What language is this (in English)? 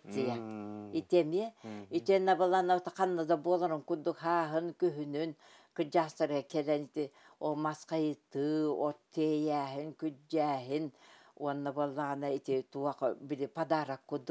Yakut